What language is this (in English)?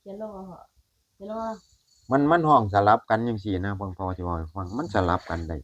Northeastern Thai